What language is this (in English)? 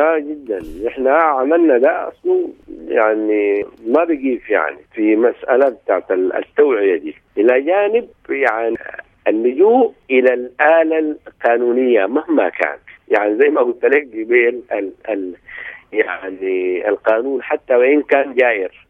Sudanese Arabic